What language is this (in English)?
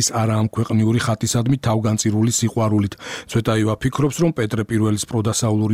Georgian